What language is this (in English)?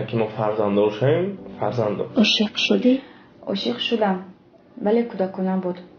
Tajik